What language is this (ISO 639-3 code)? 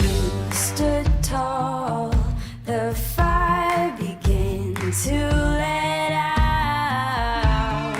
oci